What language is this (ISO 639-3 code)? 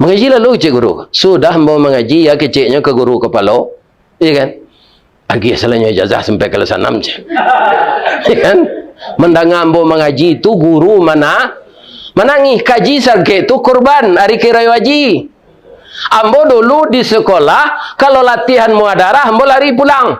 min